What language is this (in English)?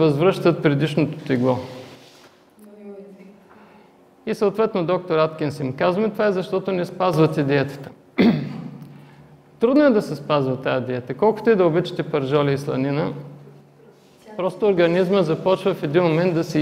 Bulgarian